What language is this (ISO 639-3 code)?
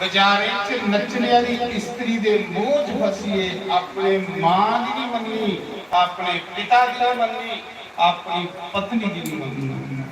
doi